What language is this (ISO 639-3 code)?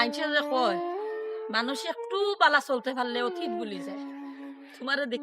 syl